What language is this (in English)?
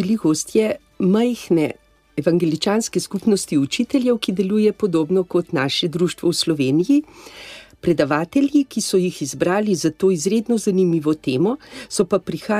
Slovenian